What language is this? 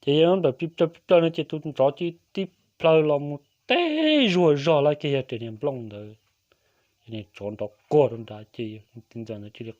Hmong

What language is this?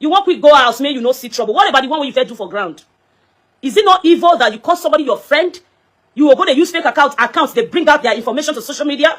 Nigerian Pidgin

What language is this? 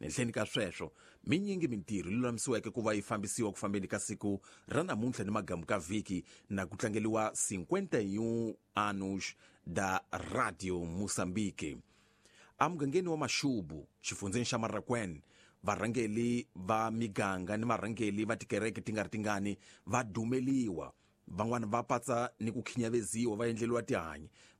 Tsonga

